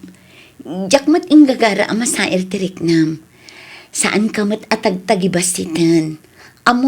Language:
Iloko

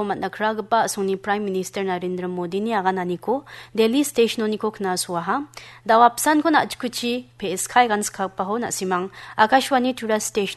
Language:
Garo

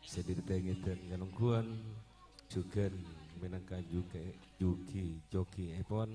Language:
Madurese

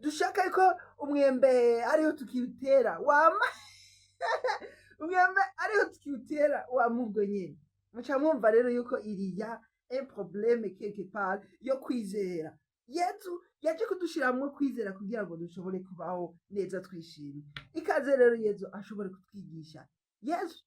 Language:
Rundi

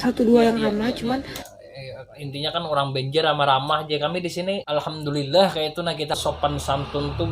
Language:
Banjar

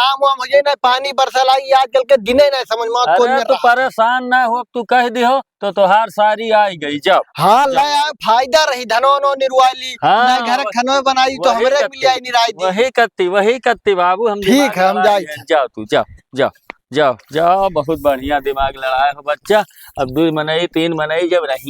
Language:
Awadhi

